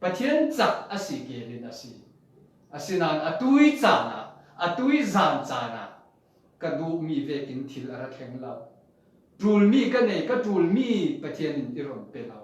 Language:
Falam Chin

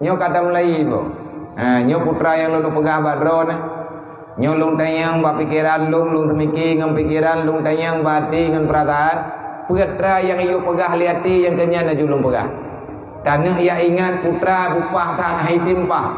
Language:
Achinese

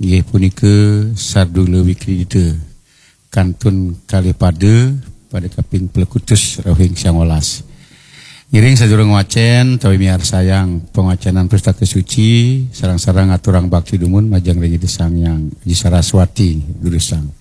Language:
Balinese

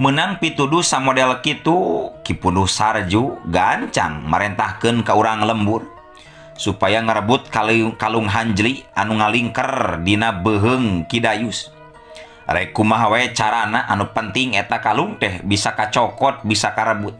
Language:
Sundanese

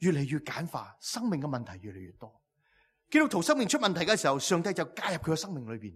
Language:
Cantonese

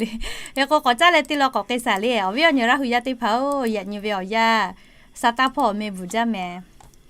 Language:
Lahu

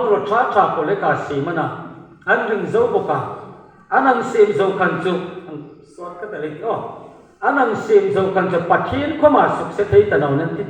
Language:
Hmar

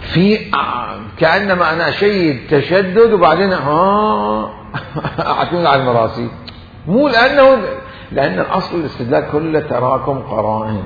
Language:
Mesopotamian Arabic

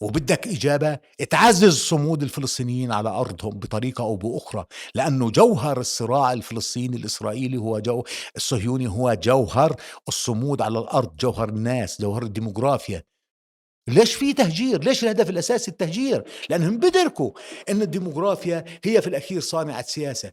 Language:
North Levantine Arabic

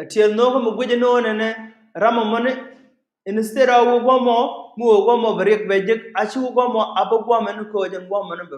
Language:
Nuer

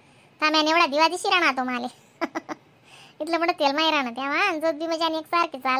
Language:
Khandesi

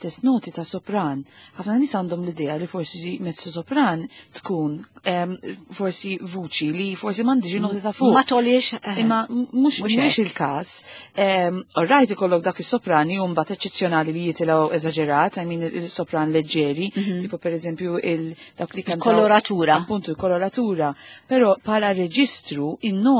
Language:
Maltese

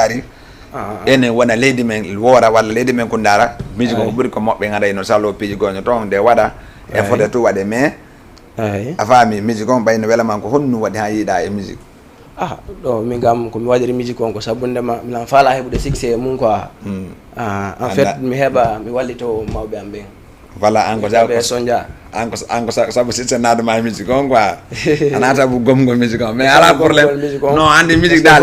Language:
Fula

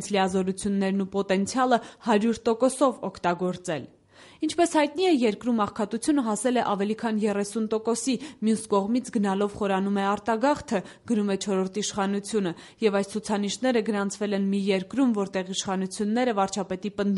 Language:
Armenian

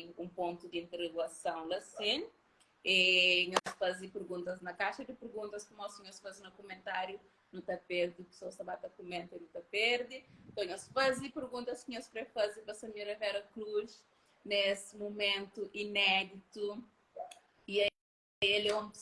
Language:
Kabuverdianu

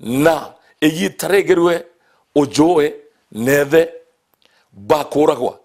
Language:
Meru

